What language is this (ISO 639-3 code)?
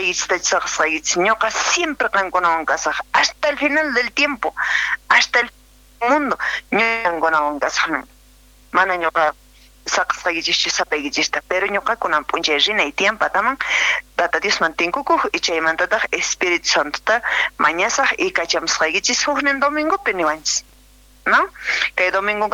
que